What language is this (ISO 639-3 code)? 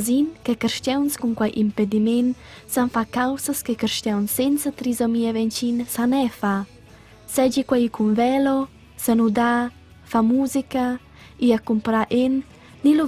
roh